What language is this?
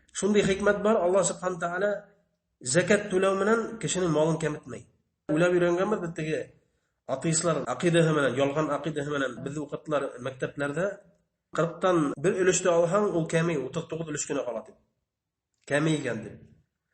Bashkir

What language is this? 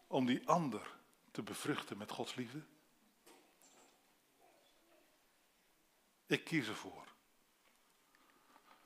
Dutch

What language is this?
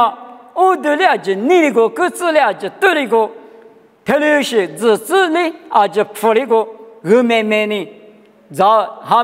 Lisu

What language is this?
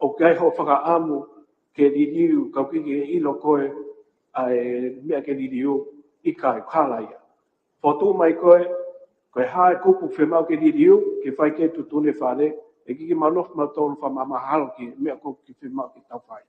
Tongan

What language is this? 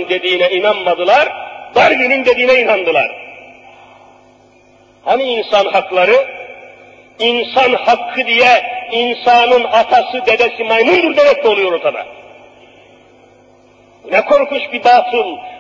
Turkish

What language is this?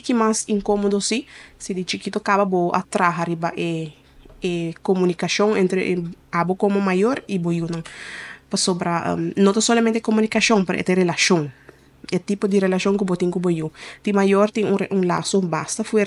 Papiamento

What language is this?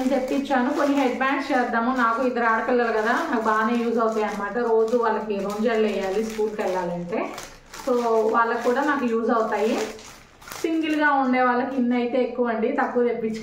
Telugu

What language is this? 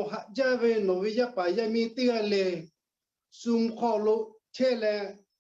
Lahu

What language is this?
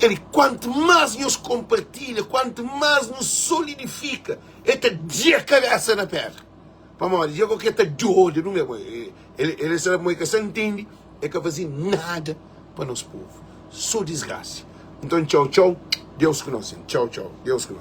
Kabuverdianu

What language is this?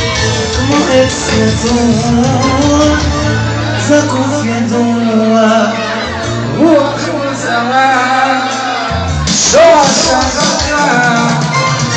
Hebrew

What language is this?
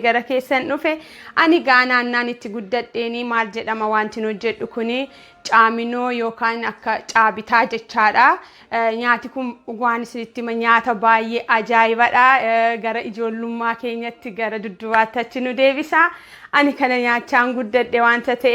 Oromo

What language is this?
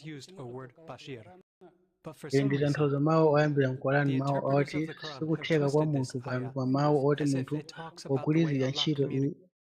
Nyanja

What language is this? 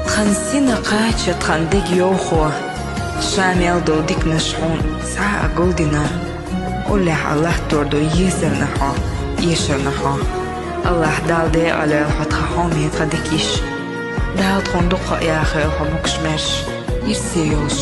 Chechen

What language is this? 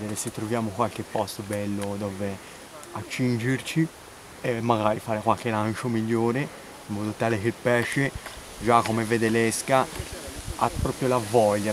Italian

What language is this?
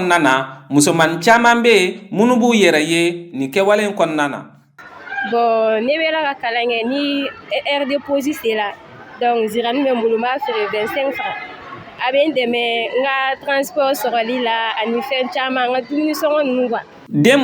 Bambara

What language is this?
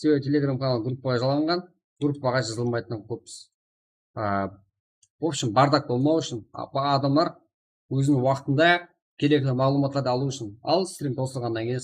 Kara-Kalpak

